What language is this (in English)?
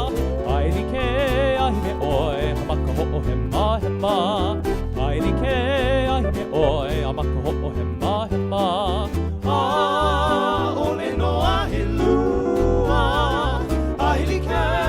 Hawaiian